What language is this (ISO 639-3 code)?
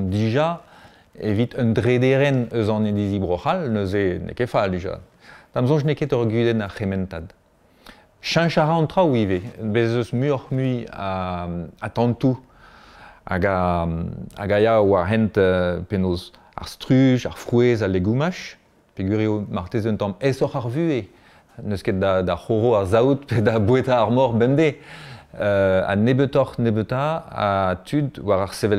bre